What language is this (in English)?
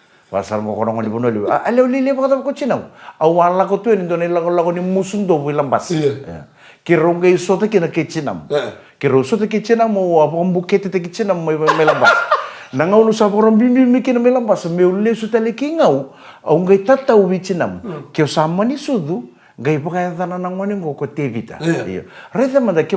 Fijian